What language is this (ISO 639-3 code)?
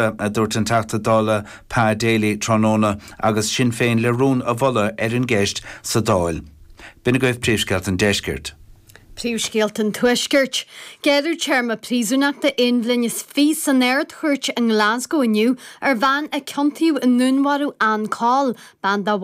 gle